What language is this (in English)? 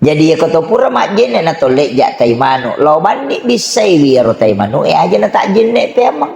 Buginese